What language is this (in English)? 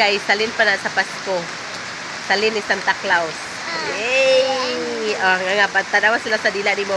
Cebuano